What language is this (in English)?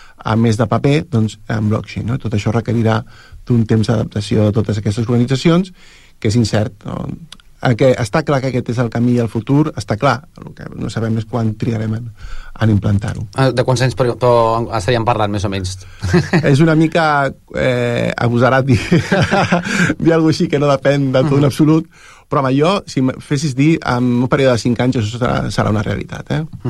Catalan